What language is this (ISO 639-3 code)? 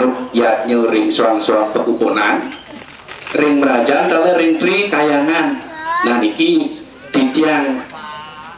ban